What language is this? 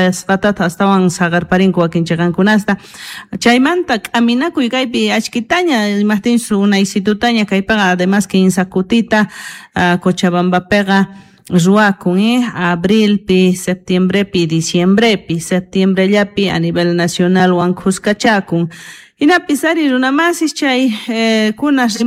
South Bolivian Quechua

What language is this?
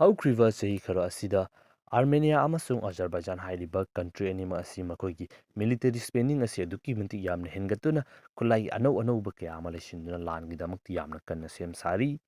Manipuri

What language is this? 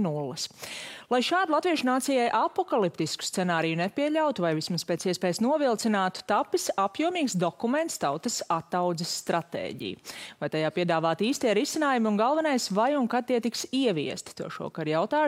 Latvian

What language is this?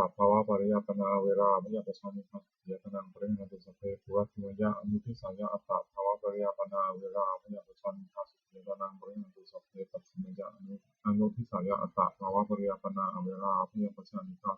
Pali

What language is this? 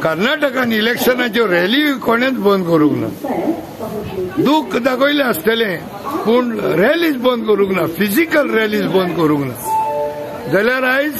Konkani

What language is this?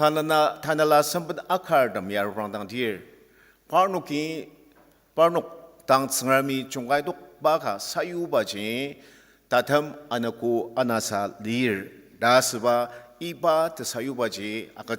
Ao Naga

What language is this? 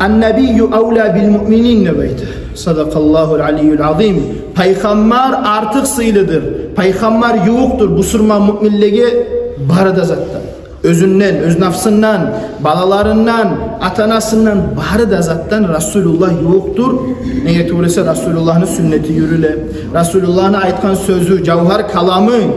Kumyk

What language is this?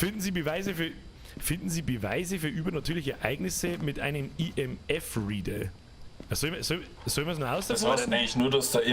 Bavarian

